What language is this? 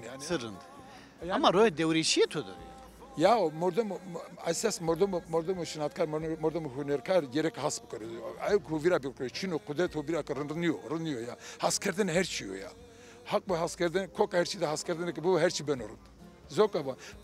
Zaza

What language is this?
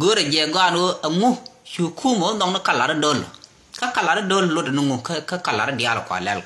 Nuer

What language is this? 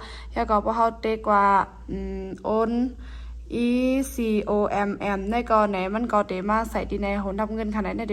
Shan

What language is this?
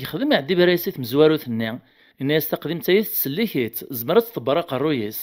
Kabyle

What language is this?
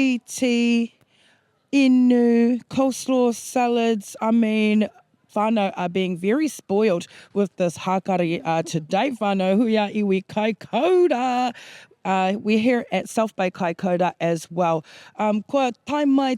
Māori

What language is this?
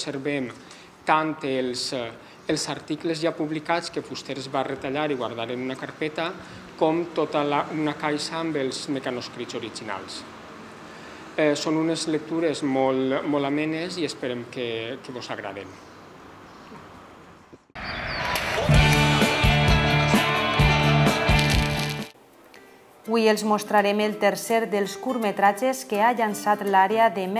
Catalan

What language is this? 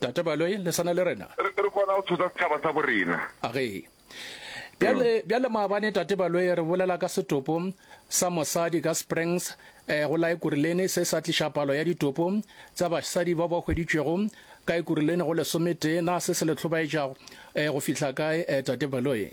Northern Sotho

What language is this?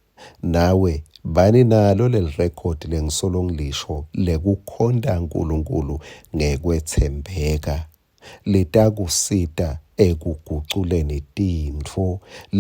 Swati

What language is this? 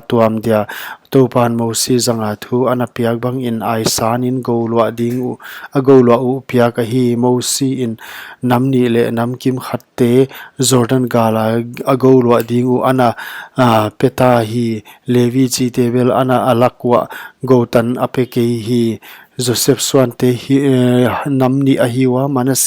Paite Chin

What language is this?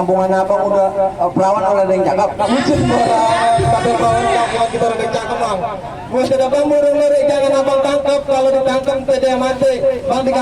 Betawi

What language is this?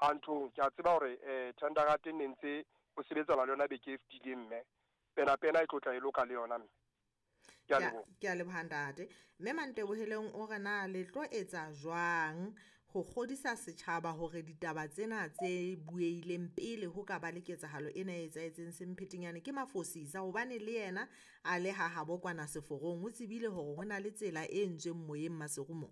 Southern Sotho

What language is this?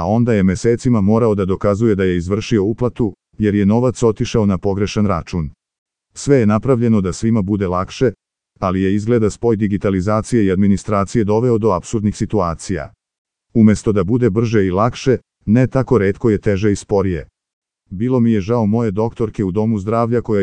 Serbian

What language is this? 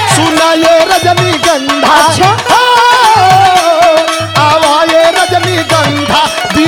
Bhojpuri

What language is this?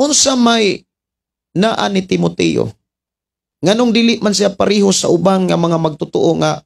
Cebuano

